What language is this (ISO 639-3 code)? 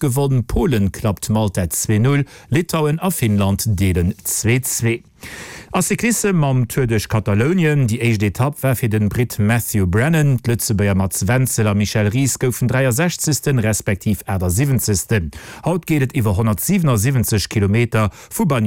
ltz